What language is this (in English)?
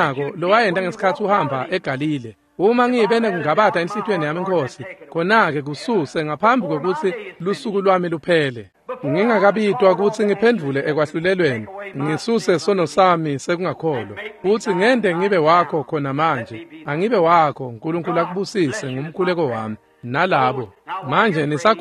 Swati